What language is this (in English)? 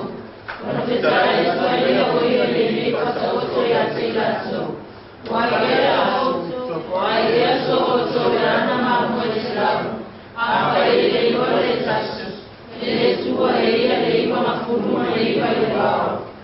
Samoan